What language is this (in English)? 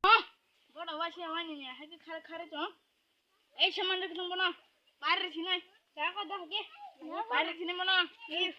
Kok Borok